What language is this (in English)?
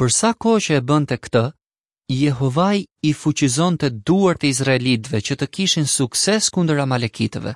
Albanian